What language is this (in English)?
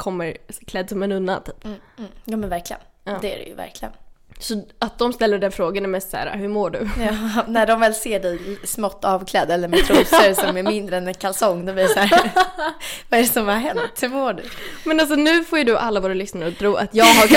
Swedish